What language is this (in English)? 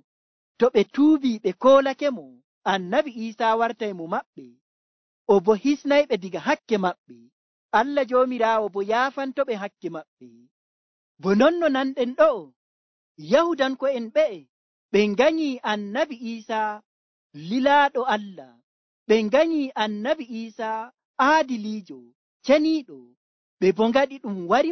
Nigerian Fulfulde